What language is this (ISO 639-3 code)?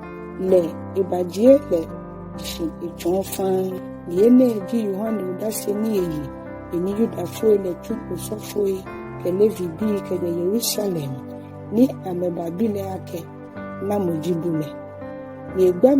gaa